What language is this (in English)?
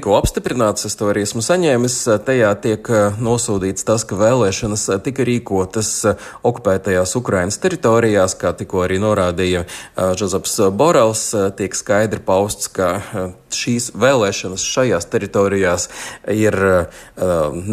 Latvian